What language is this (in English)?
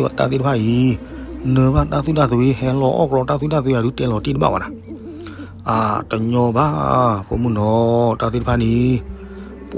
S'gaw Karen